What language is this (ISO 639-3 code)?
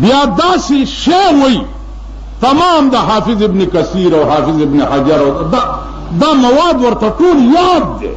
pus